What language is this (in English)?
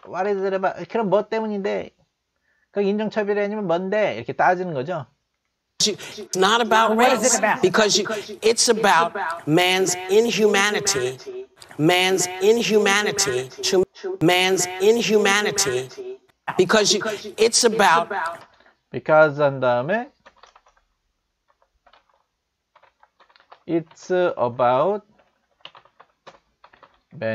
Korean